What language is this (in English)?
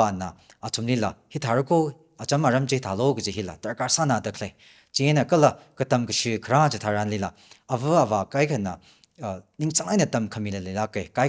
Tangkhul Naga (India)